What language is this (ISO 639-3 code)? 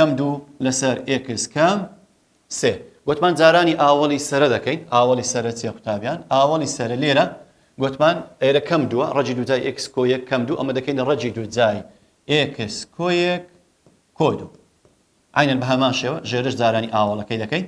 ckb